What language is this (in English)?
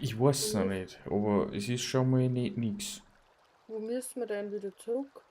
Bavarian